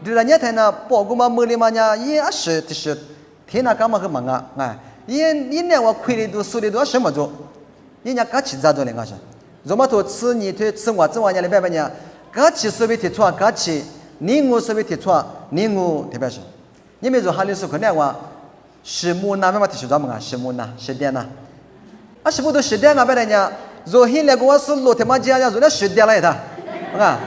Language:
Lisu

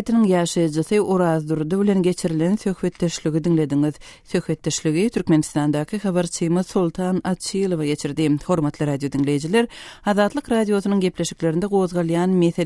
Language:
Turkmen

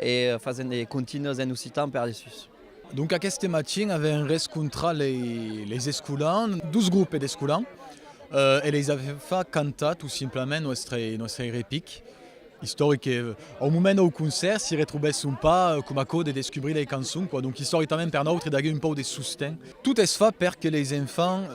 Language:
Occitan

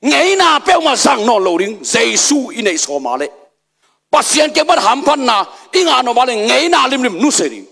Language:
Tedim Chin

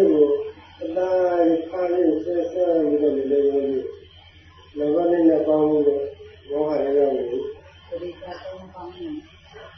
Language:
Burmese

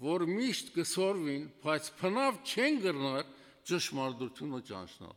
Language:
Western Armenian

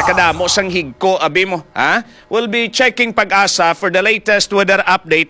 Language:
Hiligaynon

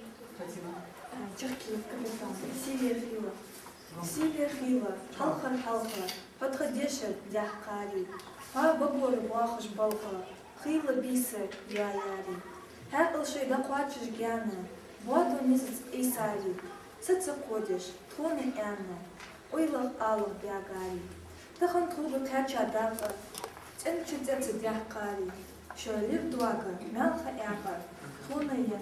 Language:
Ingush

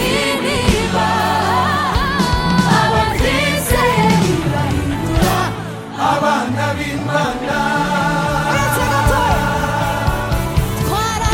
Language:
Kinyarwanda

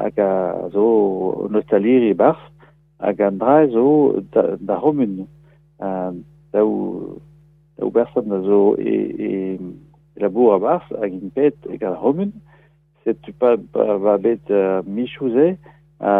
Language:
Breton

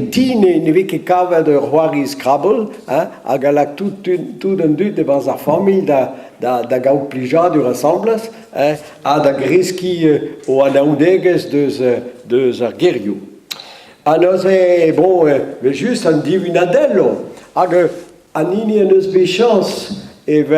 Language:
Breton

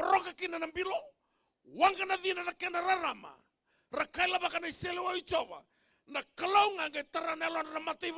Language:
Fijian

